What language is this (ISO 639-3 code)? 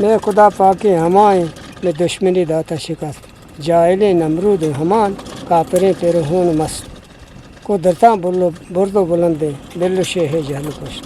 bgp